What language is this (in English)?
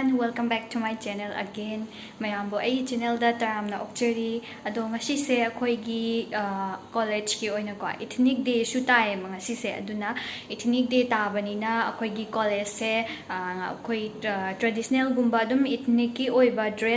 Manipuri